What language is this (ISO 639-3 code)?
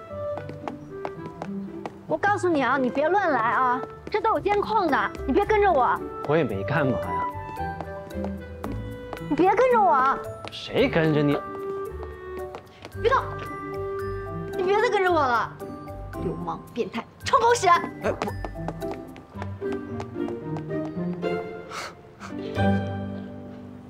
zho